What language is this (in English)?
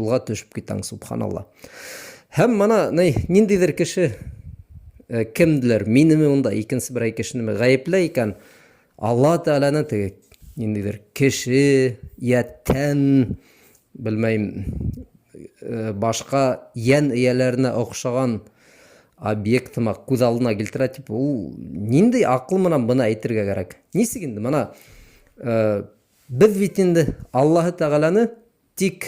Bashkir